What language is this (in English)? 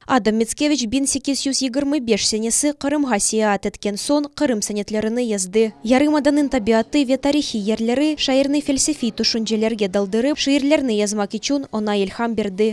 Crimean Tatar